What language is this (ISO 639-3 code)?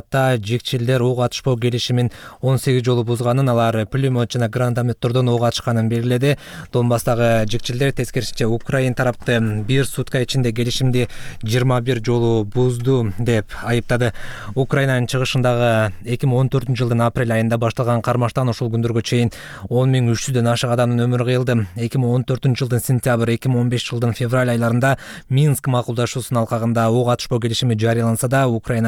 kir